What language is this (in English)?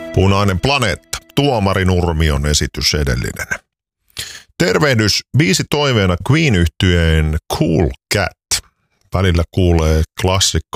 Finnish